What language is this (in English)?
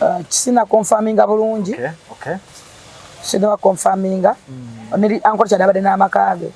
Ganda